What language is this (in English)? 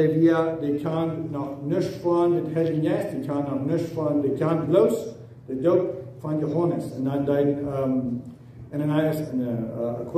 Plautdietsch